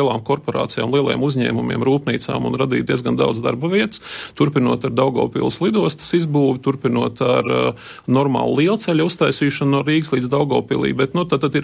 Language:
Latvian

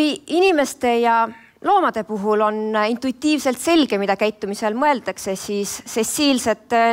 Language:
Estonian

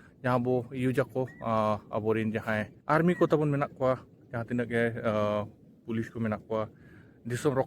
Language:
Santali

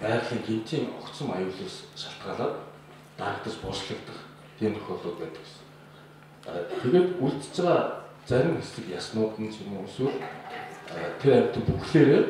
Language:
Mongolian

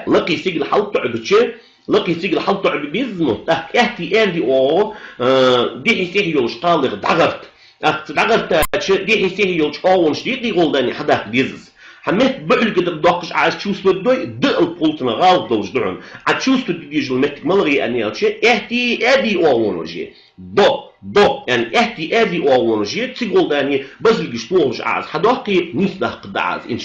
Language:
Ingush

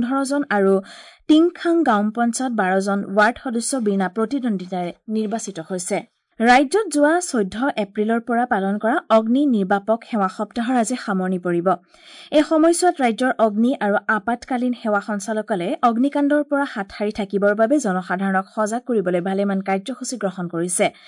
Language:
Assamese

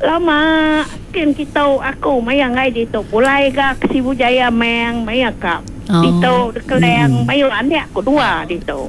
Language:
Iban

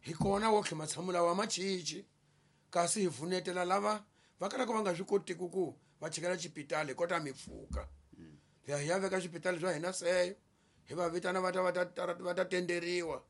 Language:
Tsonga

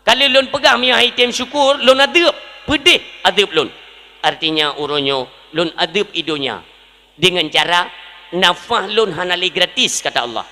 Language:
Achinese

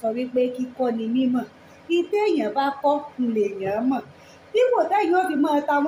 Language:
Yoruba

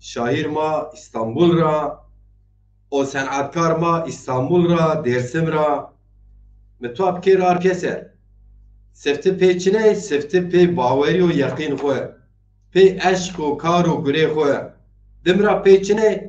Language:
Zaza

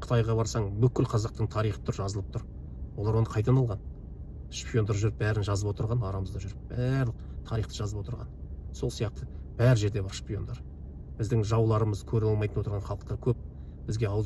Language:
Kazakh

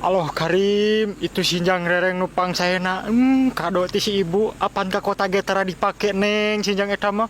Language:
Sundanese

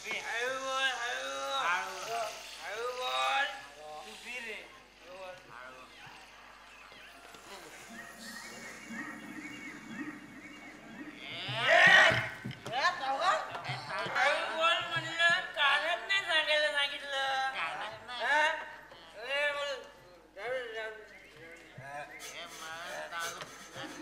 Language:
Marathi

